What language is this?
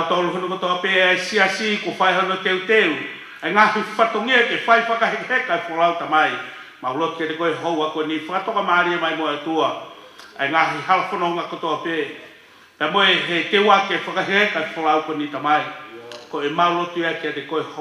Tongan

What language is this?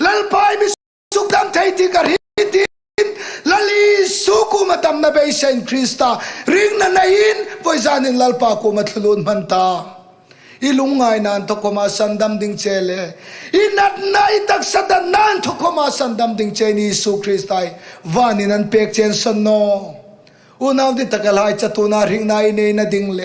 Hmar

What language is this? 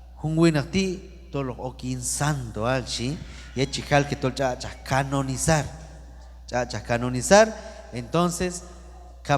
Q'anjob'al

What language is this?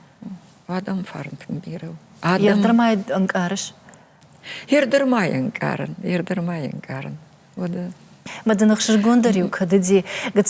Ossetic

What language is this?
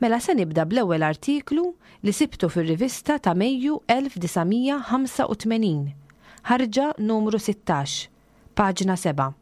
Maltese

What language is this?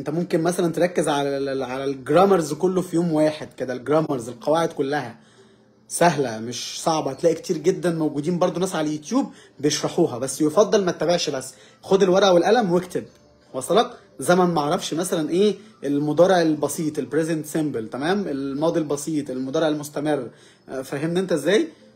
Egyptian Arabic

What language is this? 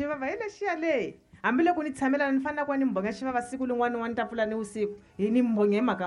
Tsonga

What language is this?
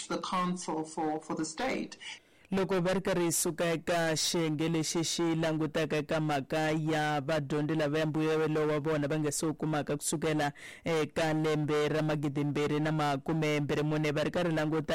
Tsonga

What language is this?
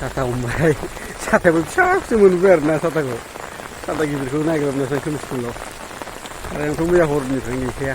Bodo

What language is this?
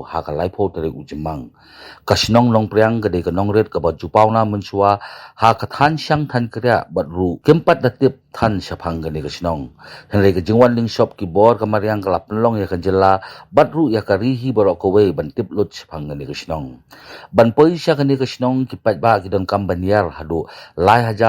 Khasi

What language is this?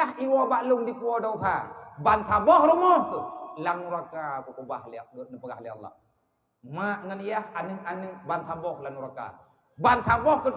Achinese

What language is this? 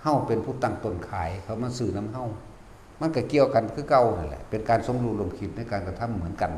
Northeastern Thai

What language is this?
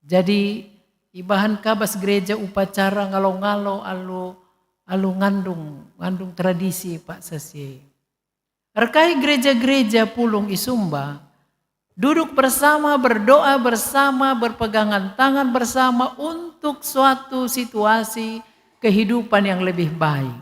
Batak Karo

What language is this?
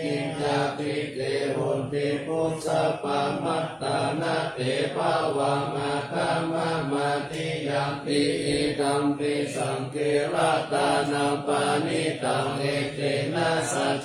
Pali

